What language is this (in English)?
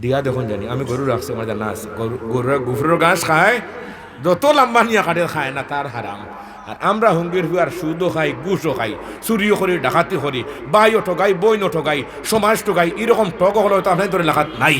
Sylheti